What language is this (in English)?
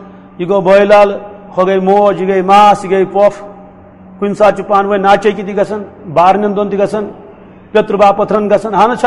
Kashmiri